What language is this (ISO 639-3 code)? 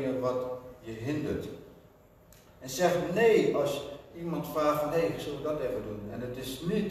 nld